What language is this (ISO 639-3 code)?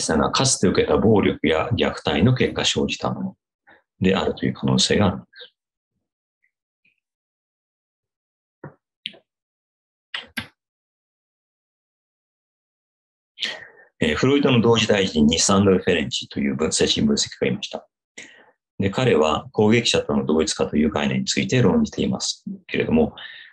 jpn